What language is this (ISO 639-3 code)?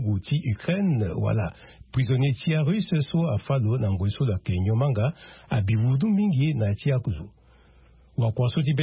sag